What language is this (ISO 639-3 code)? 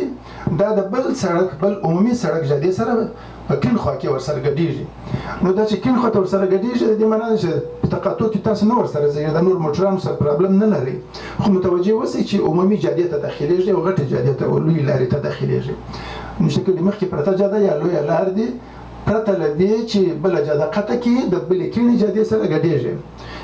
pus